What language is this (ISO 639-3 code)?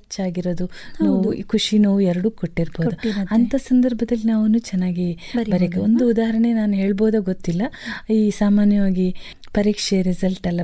kan